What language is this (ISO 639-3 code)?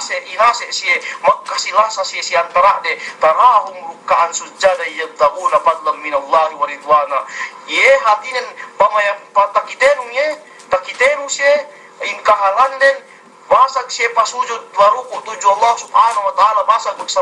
yka